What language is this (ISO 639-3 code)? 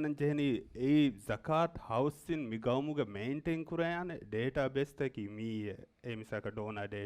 div